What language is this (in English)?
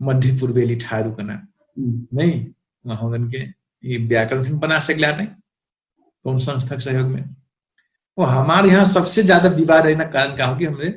Dangaura Tharu